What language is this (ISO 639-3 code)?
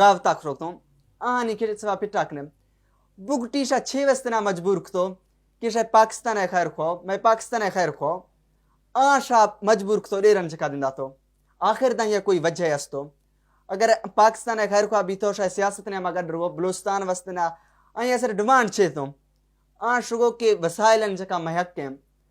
bal